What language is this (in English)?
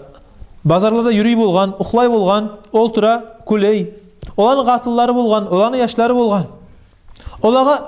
Kumyk